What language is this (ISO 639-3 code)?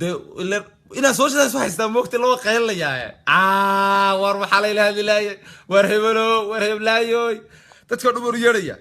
som